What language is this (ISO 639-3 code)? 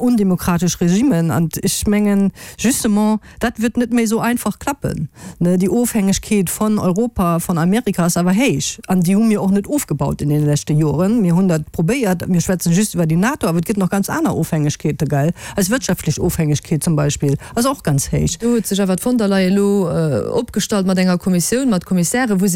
ltz